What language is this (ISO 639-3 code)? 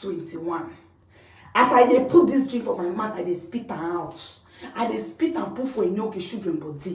pcm